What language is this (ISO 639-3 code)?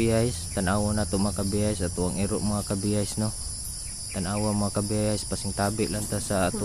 ceb